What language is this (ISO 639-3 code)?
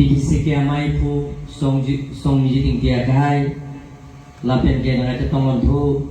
mjw